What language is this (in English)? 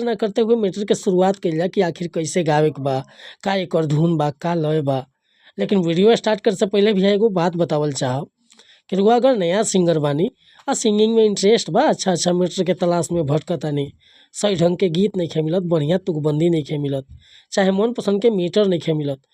Bhojpuri